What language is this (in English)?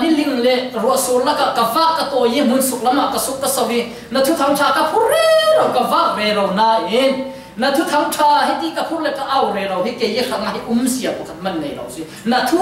Falam Chin